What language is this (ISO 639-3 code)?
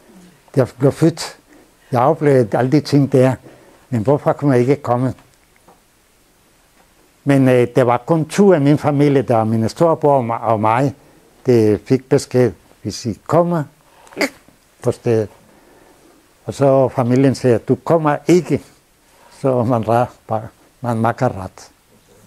dan